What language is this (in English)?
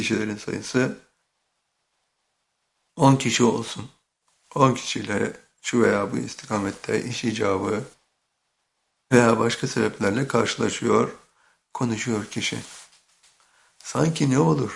Turkish